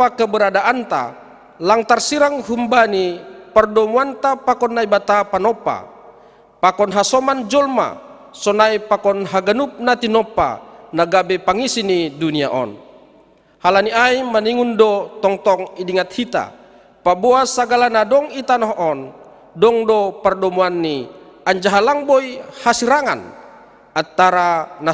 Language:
Batak Simalungun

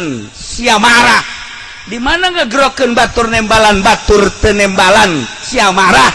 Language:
Sundanese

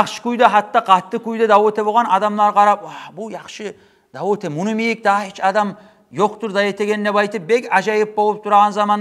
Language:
Kumyk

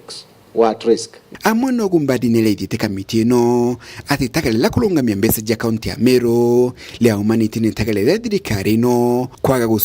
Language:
Meru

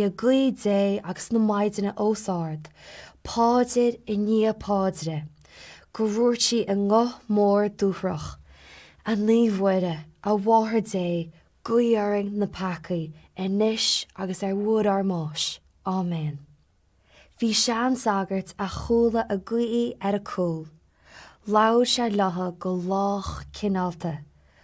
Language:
Irish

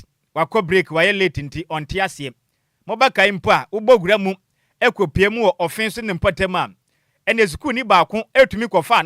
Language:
Akan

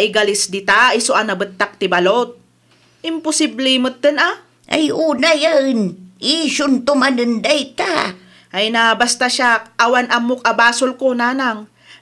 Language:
Iloko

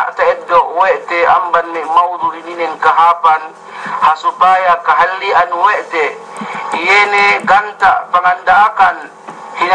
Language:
Yakan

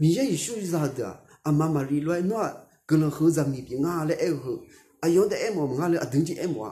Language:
Akha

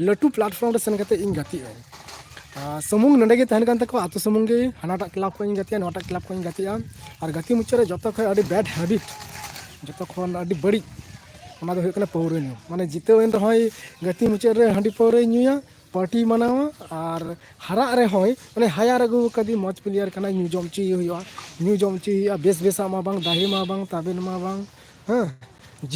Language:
Santali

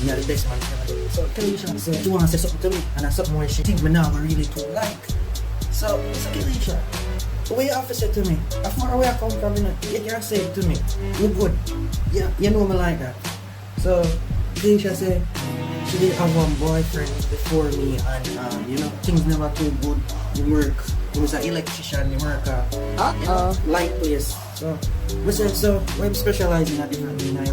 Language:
Jamaican Creole English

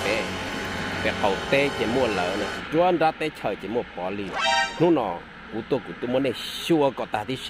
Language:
Hmong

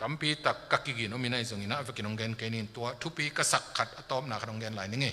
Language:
Tedim Chin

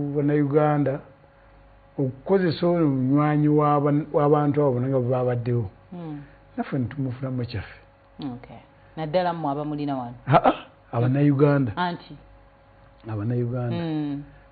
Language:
Ganda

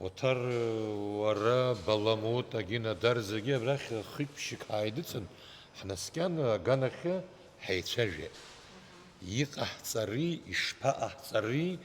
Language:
Abkhazian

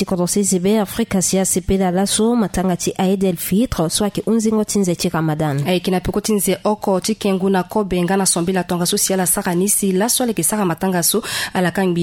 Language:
Sango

